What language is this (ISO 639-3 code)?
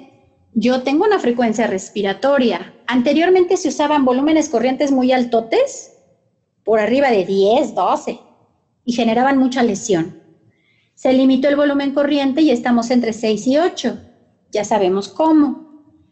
spa